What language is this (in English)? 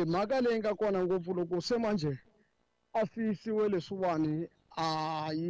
Tsonga